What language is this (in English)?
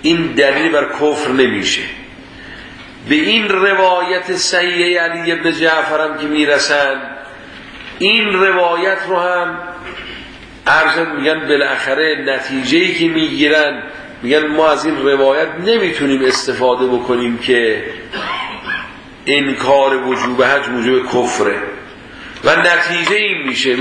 Persian